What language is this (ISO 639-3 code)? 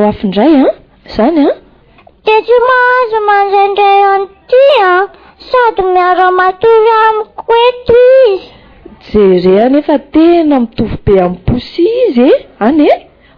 mlg